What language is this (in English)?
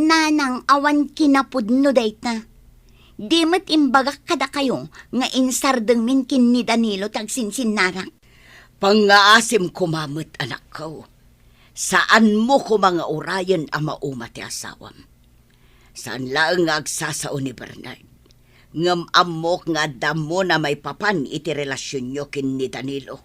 Iloko